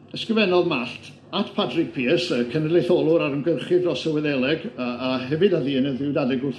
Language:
Welsh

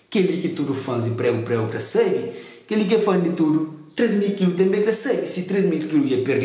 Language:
Kabuverdianu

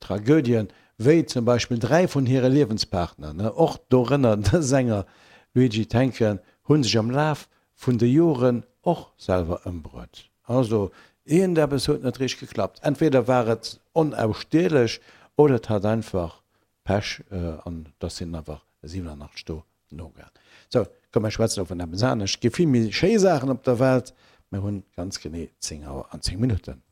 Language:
Luxembourgish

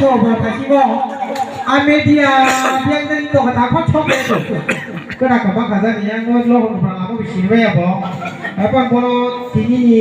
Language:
Kok Borok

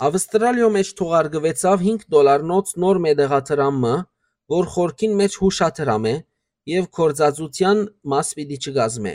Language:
Western Armenian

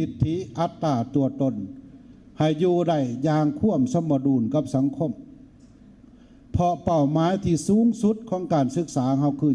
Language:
Lao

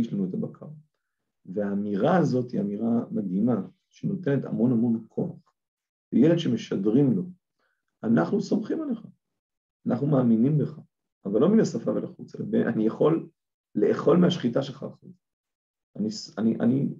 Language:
Hebrew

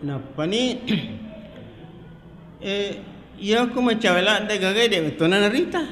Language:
Buginese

